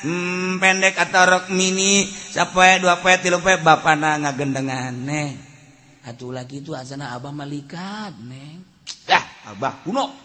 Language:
Sundanese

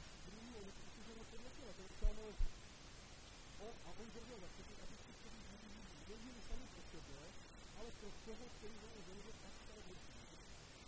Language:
Czech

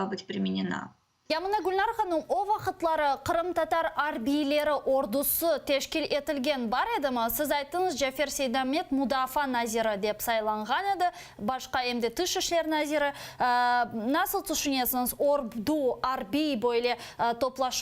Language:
Crimean Tatar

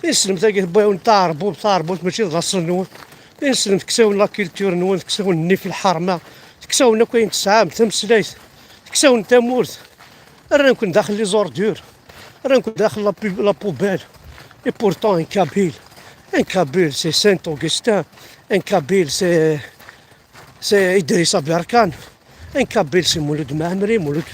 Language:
Kabyle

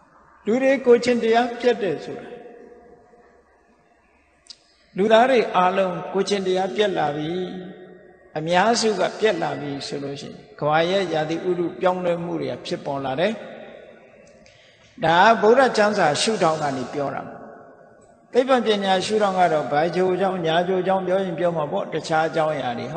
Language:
Burmese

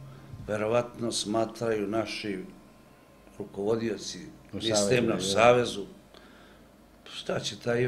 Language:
Serbian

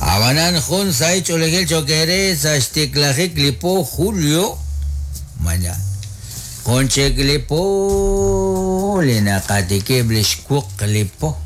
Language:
Kekchí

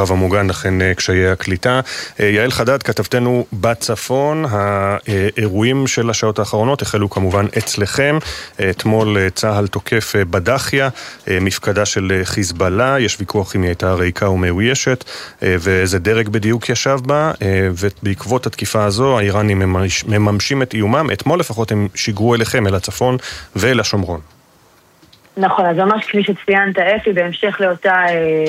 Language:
Hebrew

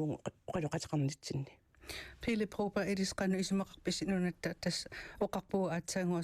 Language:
Kalaallisut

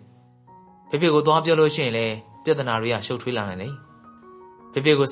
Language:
Burmese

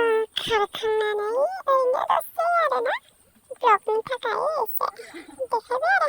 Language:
Bodo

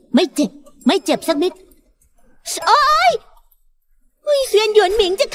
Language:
Thai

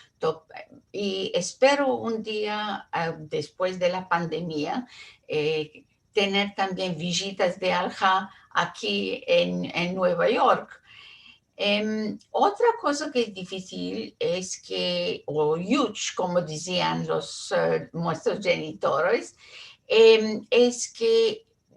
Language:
Ladino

